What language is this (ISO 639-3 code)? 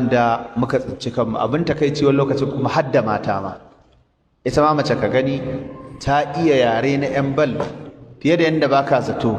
hau